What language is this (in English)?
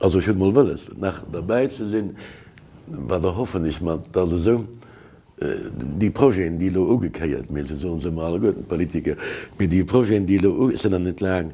Luxembourgish